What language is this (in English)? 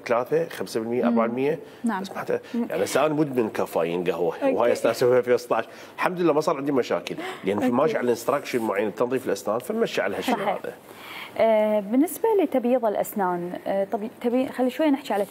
Mesopotamian Arabic